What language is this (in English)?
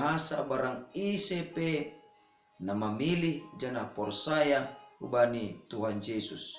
Batak Simalungun